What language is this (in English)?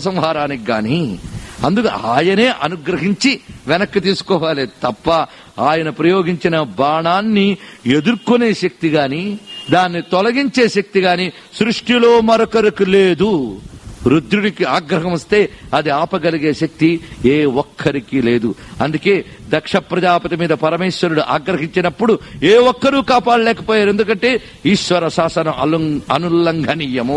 Telugu